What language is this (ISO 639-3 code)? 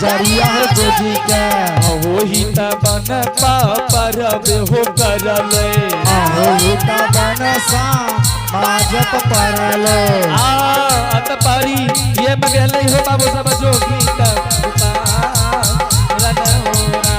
anp